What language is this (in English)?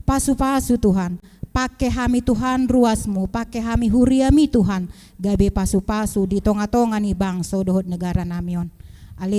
Batak Toba